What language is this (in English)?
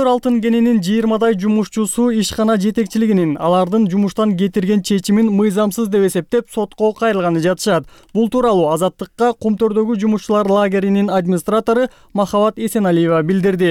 Kyrgyz